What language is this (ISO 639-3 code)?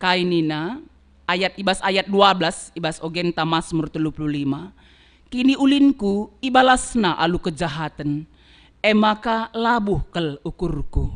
btx